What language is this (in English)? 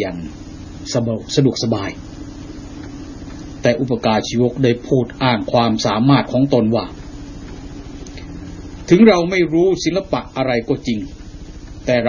Thai